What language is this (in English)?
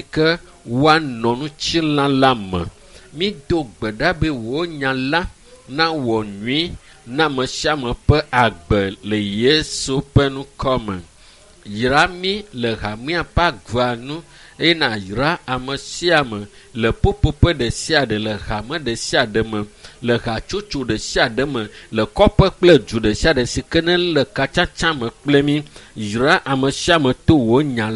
Ewe